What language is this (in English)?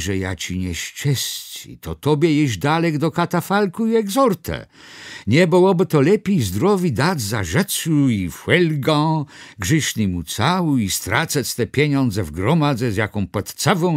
Kashubian